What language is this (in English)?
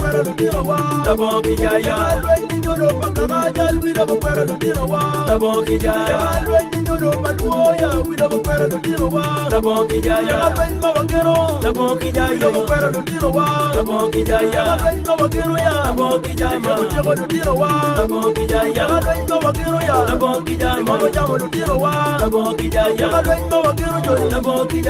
Acoli